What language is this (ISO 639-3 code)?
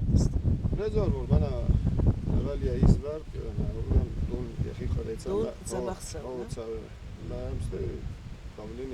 oss